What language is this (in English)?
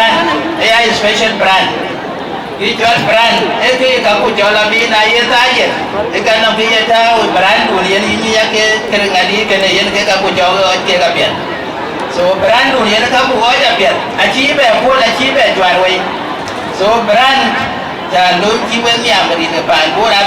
Dinka